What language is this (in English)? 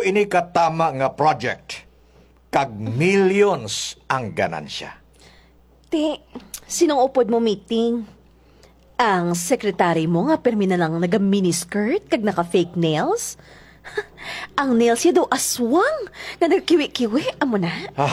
Hiligaynon